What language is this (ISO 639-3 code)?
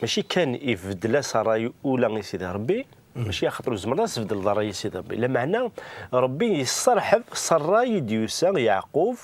kab